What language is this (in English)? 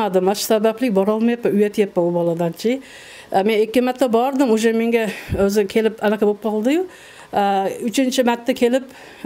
Kyrgyz